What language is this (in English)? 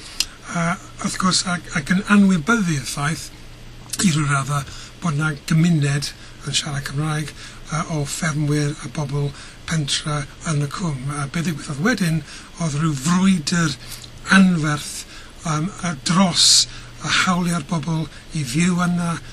Welsh